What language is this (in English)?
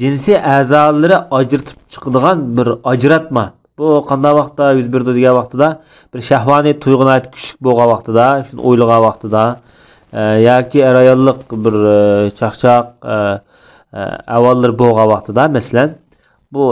Uyghur